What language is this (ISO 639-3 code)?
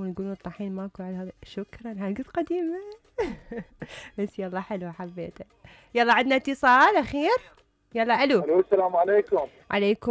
acm